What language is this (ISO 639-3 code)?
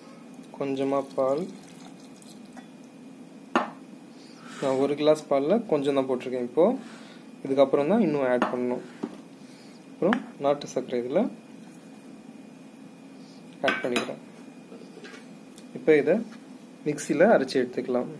tam